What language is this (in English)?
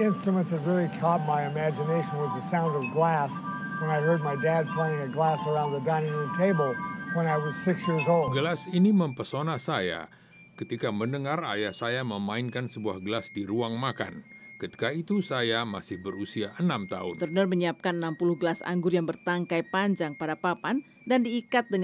Indonesian